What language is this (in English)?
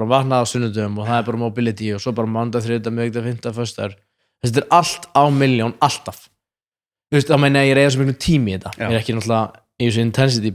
Icelandic